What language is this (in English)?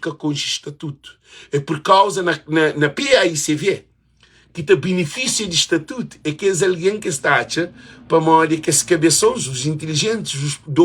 Kabuverdianu